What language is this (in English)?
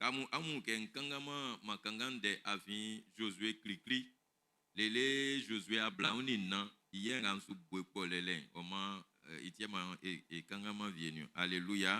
Baoulé